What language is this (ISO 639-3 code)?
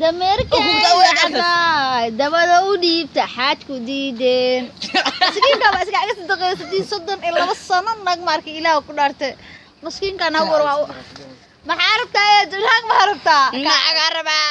som